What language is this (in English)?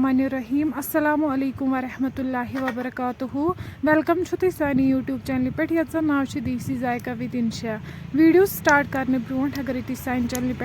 Kashmiri